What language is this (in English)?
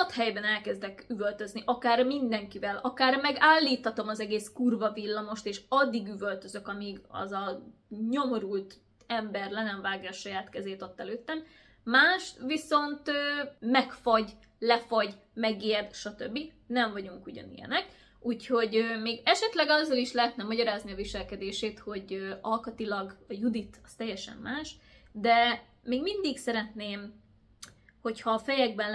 Hungarian